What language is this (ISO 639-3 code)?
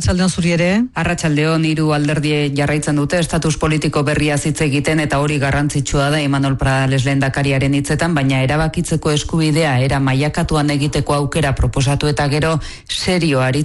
eus